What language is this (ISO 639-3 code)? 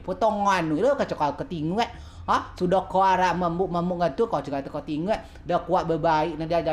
rej